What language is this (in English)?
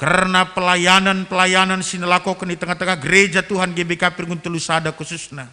Batak Karo